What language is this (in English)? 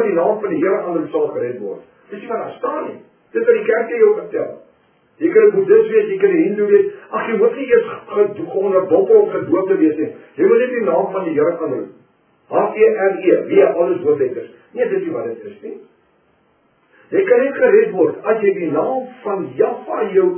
Afrikaans